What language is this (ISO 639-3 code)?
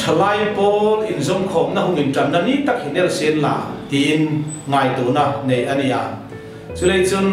hmr